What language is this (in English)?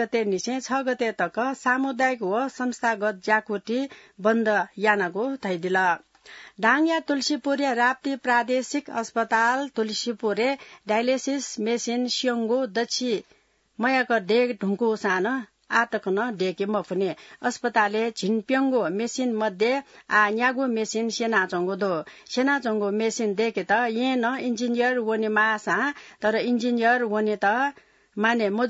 Newari